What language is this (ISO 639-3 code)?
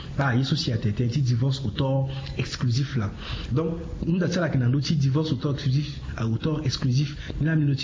sag